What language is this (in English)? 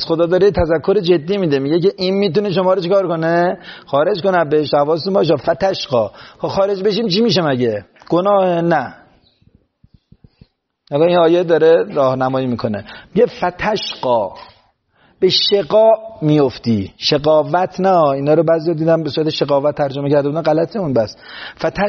Persian